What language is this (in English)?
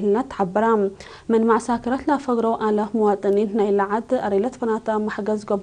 Tigre